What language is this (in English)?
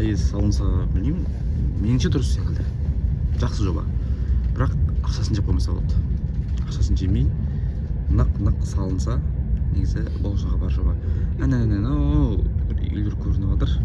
Kazakh